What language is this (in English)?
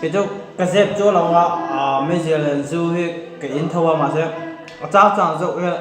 Mizo